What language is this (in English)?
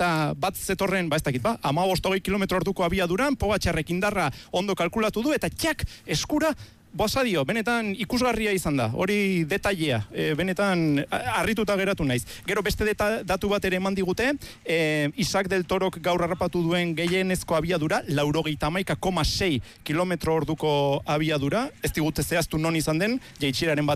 Basque